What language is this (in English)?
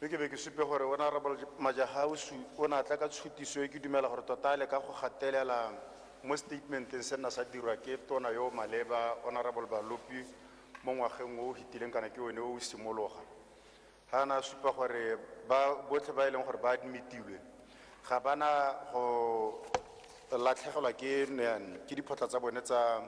Tswana